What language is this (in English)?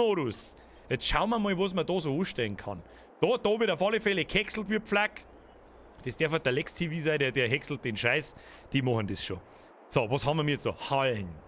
Bavarian